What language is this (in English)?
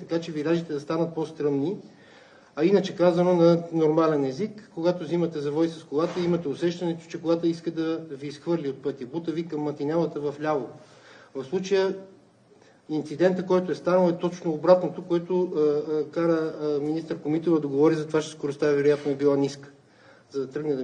Bulgarian